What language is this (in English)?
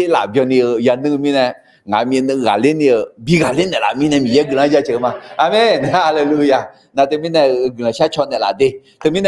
Akha